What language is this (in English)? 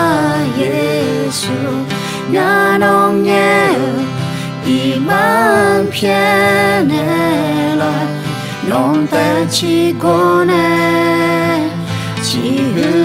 Akha